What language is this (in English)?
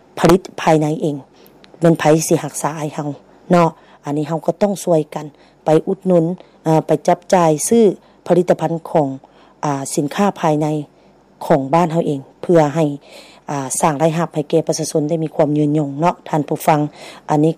Lao